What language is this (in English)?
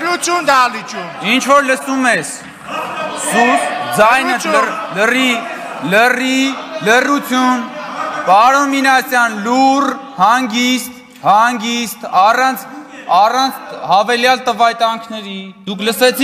Armenian